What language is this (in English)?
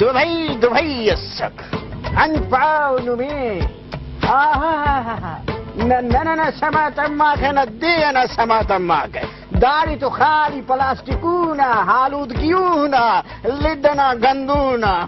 Brahui